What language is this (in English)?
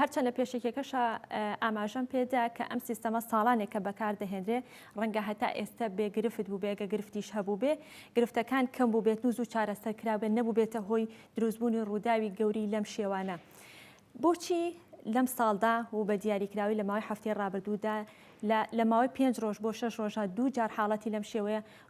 Central Kurdish